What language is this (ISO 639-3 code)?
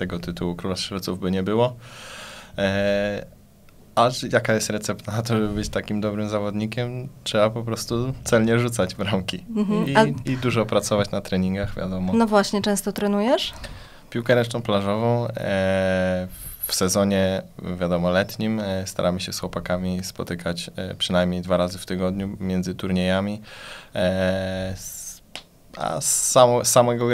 pol